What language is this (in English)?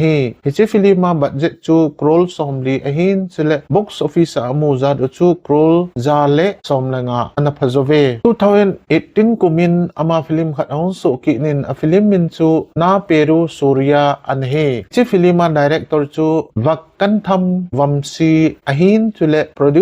Thado Chin